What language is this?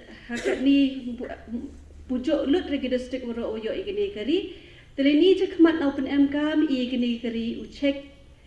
Pnar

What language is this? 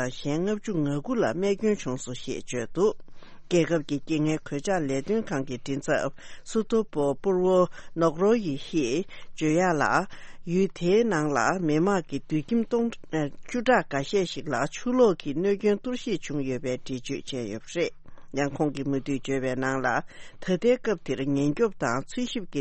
Tibetan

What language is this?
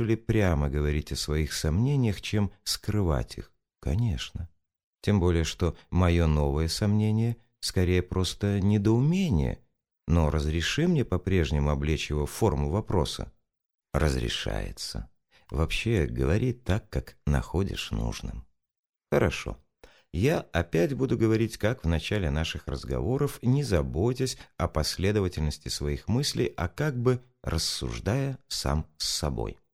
Russian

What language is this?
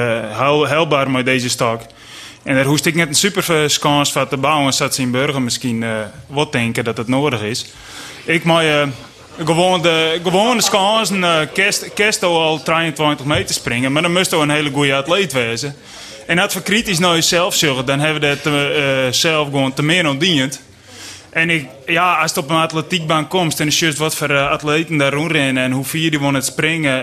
Western Frisian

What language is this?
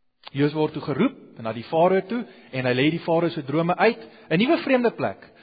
Afrikaans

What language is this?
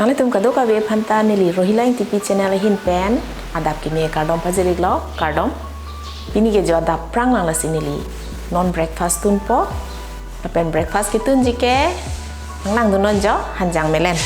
Karbi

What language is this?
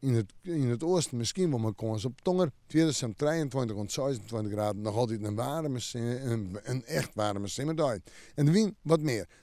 Western Frisian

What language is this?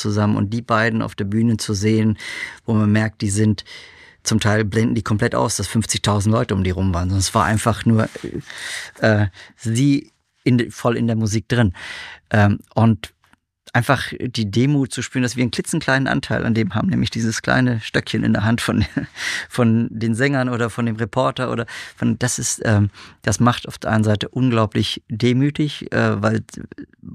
German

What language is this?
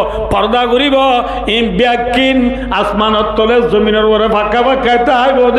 Rohingya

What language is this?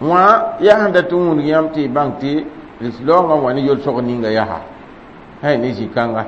Mossi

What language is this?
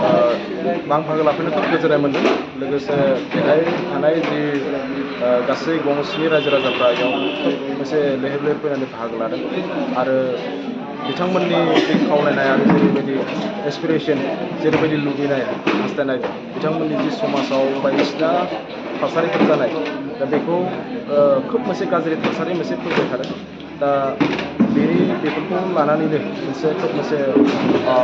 Bodo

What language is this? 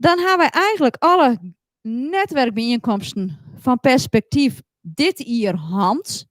Western Frisian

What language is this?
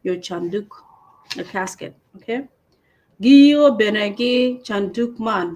Acoli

